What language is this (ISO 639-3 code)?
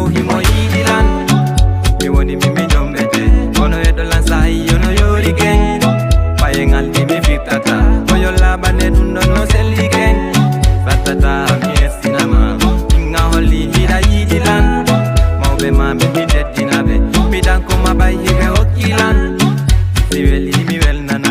ful